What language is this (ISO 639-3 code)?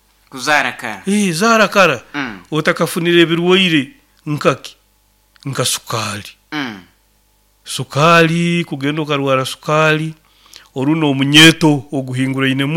nyo